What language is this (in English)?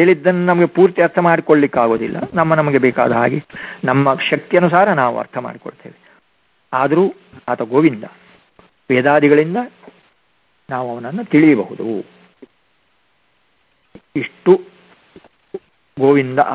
Kannada